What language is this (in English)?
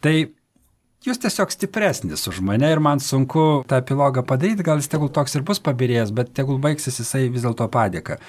Lithuanian